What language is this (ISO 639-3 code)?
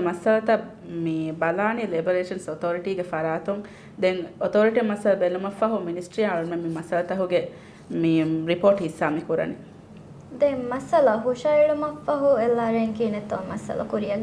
div